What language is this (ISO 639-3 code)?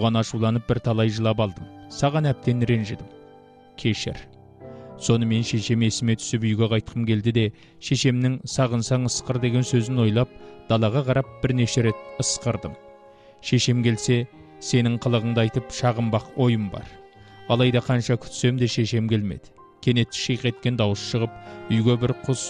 kaz